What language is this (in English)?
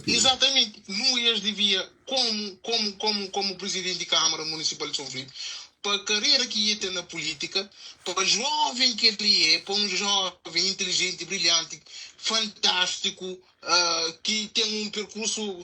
Kabuverdianu